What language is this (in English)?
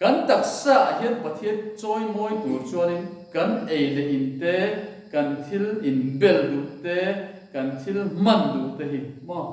Mizo